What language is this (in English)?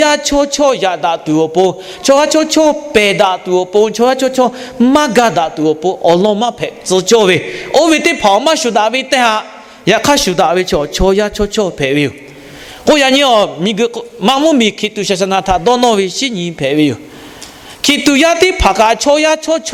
Lahu